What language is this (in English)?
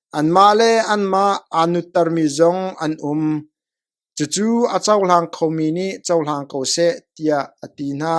Hakha Chin